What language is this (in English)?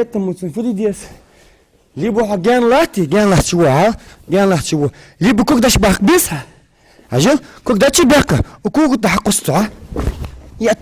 Ingush